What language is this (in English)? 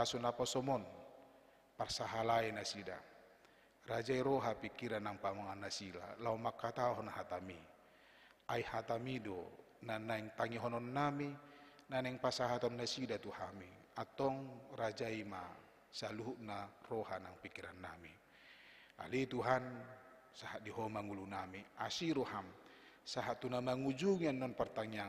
Batak Toba